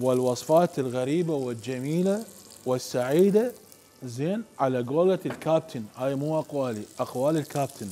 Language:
Mesopotamian Arabic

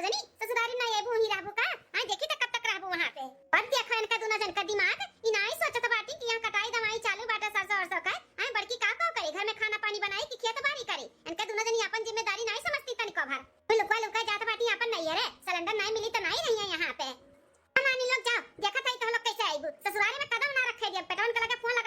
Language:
Awadhi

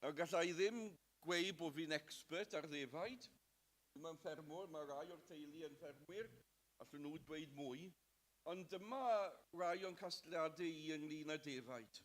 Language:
Welsh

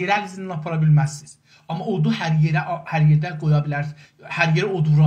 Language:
South Azerbaijani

